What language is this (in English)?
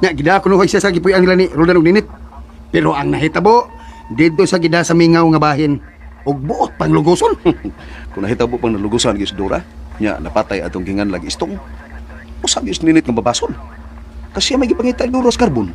Cebuano